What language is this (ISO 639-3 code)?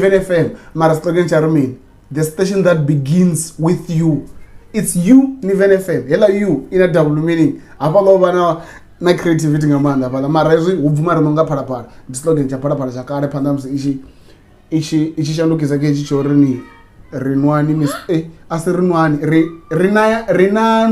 ven